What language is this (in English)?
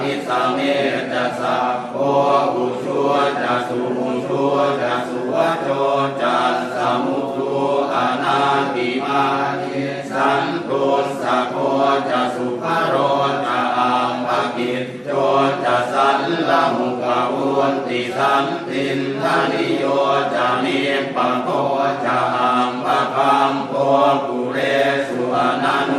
Pali